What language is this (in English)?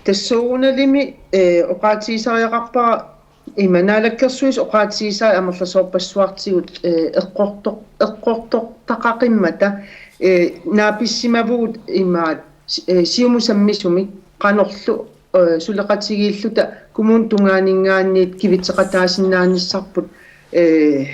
Kalaallisut